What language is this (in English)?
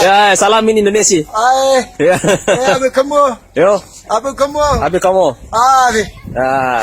Buginese